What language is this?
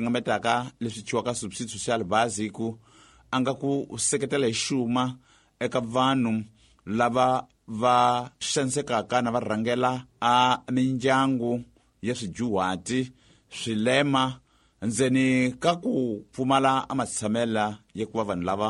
Tsonga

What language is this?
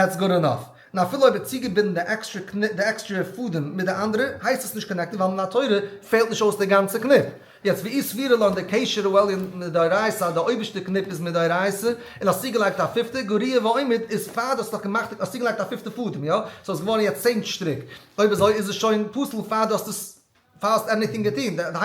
Yiddish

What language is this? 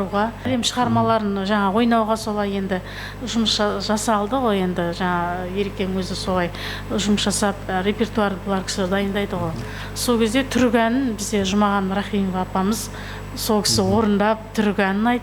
Kazakh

